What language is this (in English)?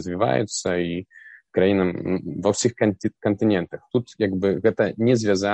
Belarusian